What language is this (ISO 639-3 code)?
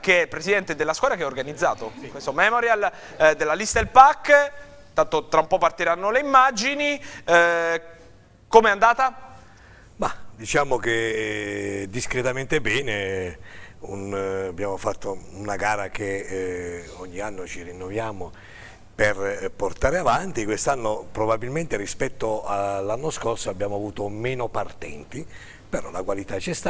ita